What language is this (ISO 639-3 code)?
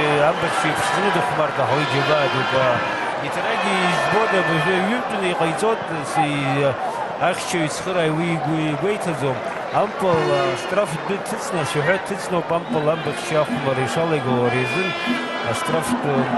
abk